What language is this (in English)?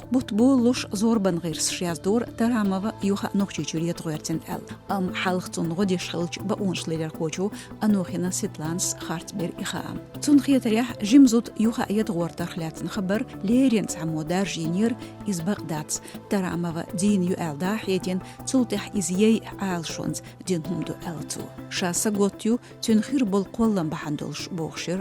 Chechen